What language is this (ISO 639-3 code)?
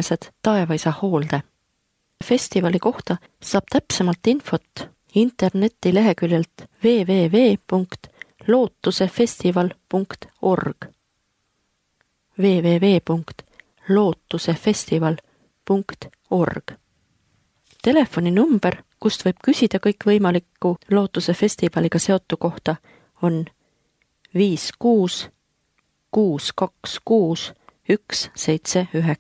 est